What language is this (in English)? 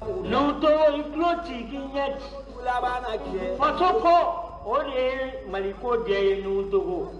Bambara